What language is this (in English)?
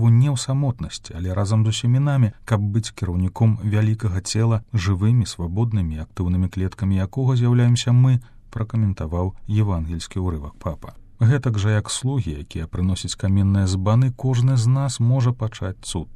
Belarusian